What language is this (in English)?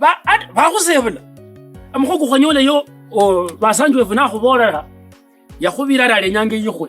Kabras